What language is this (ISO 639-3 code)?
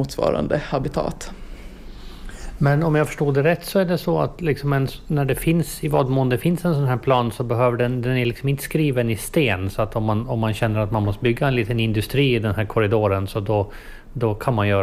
swe